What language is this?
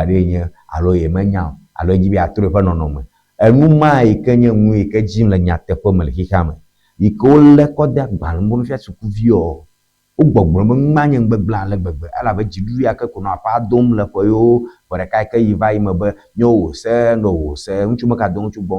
Ewe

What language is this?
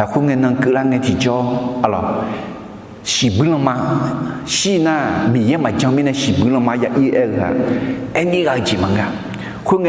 Akha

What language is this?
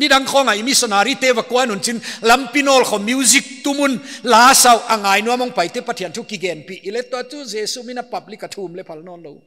Paite Chin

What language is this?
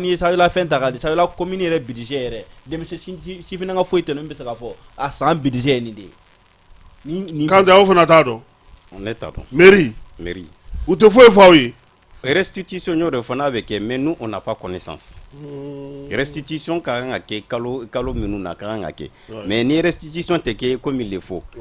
Bambara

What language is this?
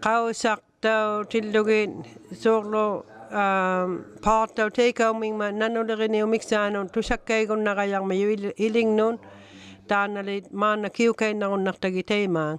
Inuktitut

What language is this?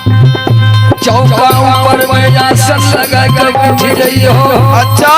Maithili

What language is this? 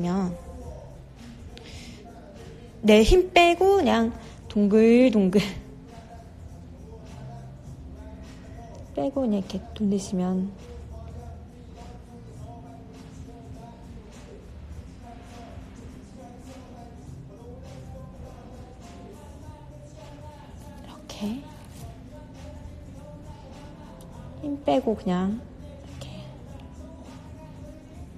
Korean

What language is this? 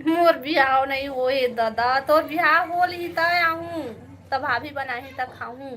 Chhattisgarhi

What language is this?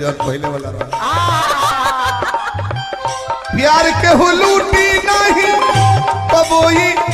Bhojpuri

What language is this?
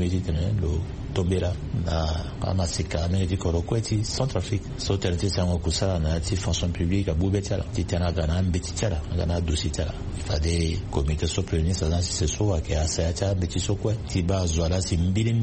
Sango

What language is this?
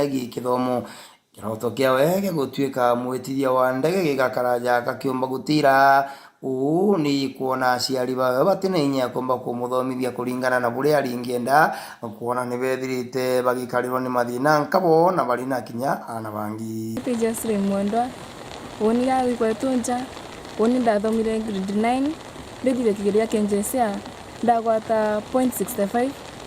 Meru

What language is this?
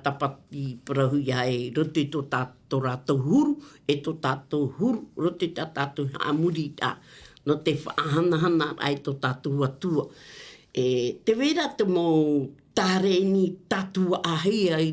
Tahitian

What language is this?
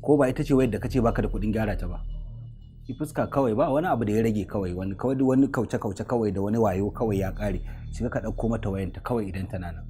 Hausa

